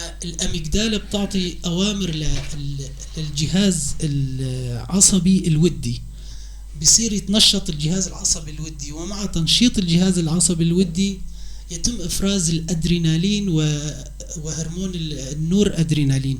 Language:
North Levantine Arabic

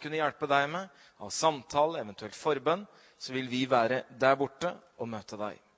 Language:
Norwegian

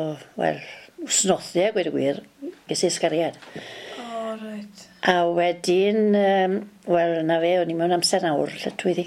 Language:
Welsh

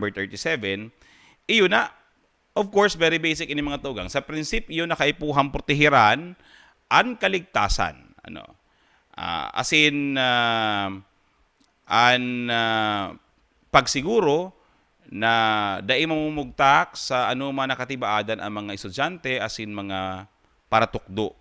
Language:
Bikol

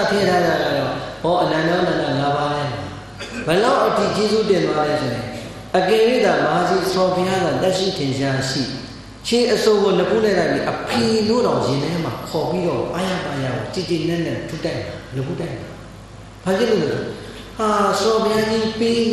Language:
Burmese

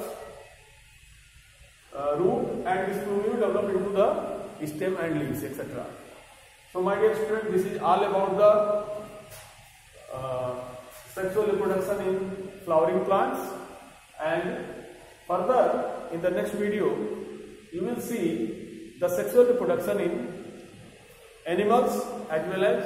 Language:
English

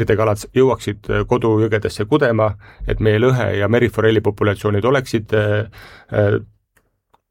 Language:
Estonian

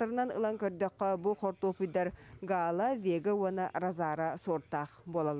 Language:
Yakut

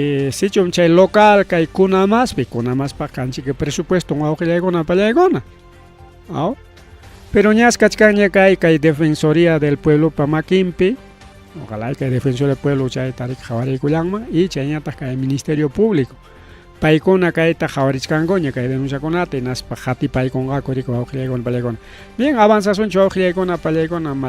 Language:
Ayacucho Quechua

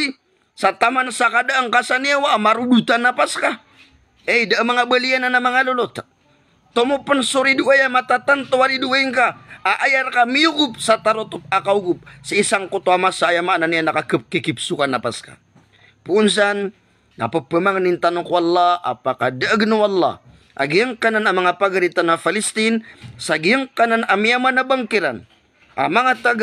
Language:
Maranao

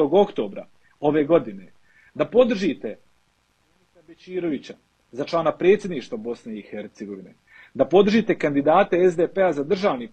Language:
Bosnian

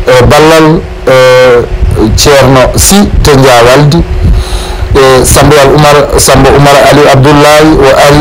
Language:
Fula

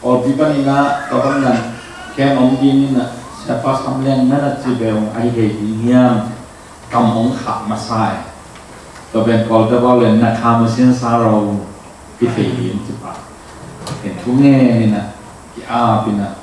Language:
Tedim Chin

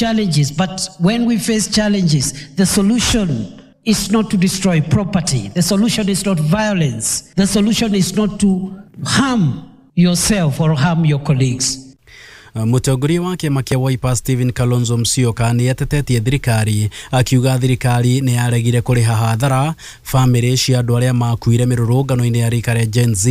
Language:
Kikuyu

